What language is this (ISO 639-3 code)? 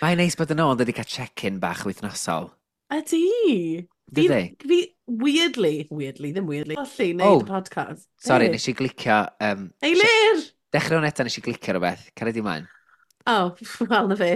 cym